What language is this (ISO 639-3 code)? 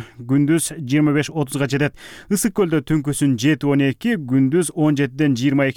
kir